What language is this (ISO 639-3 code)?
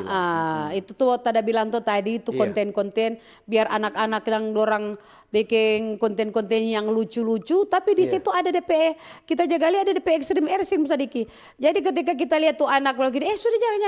xmm